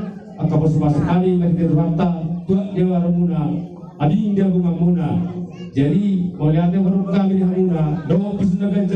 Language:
Batak Toba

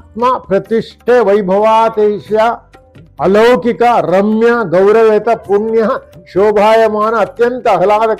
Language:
Kannada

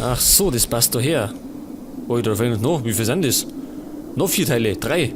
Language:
Bavarian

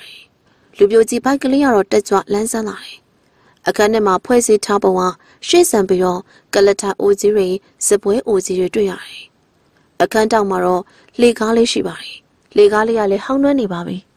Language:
Burmese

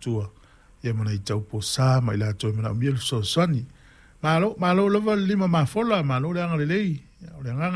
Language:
Samoan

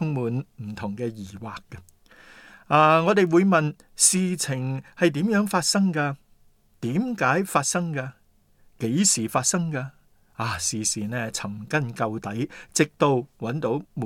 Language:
Cantonese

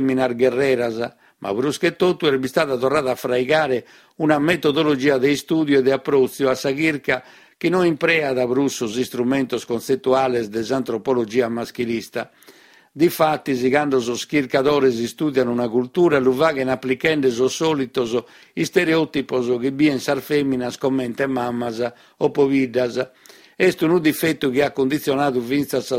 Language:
Sardinian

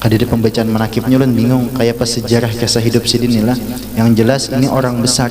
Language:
Banjar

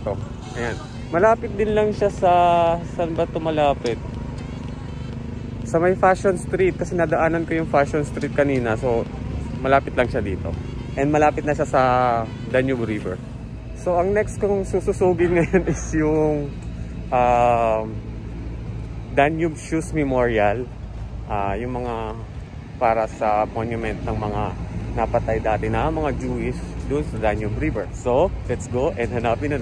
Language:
Filipino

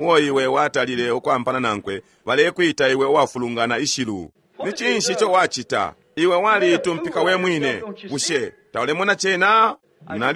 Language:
Bemba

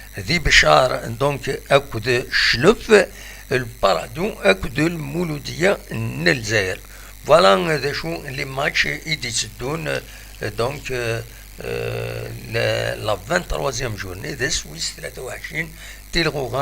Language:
Kabyle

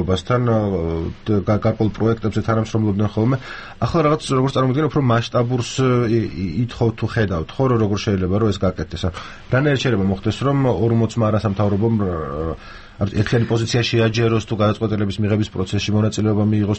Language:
Georgian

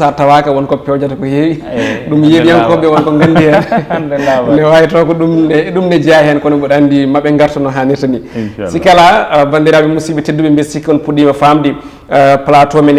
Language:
Fula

